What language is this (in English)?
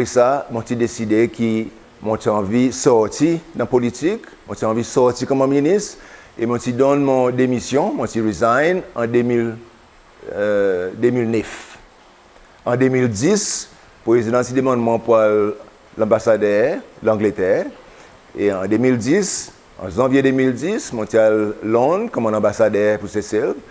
Seselwa Creole French